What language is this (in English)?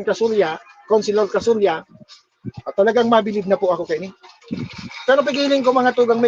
Bikol